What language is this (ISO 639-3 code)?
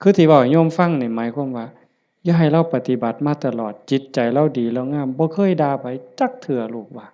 lao